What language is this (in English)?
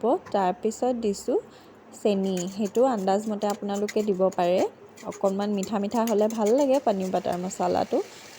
Assamese